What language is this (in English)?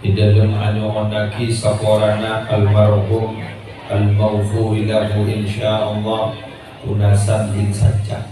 Madurese